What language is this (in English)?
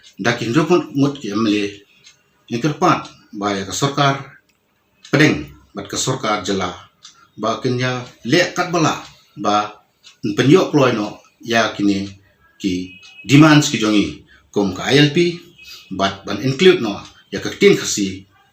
Khasi